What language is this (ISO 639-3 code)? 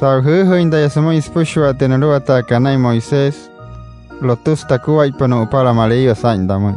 guc